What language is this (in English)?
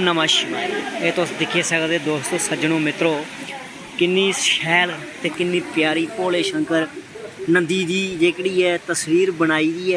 Dogri